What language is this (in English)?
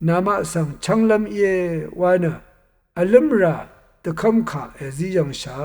Rawang